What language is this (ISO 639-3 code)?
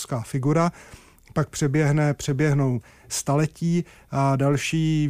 ces